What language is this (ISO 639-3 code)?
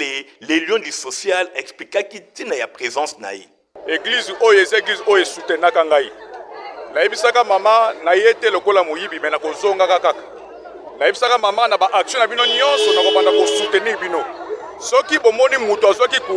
lin